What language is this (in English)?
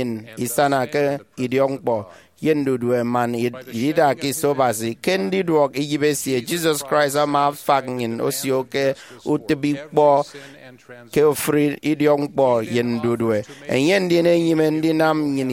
Efik